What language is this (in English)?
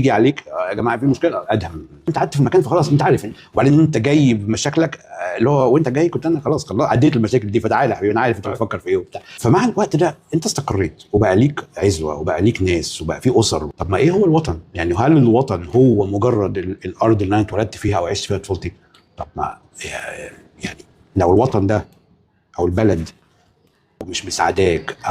Egyptian Arabic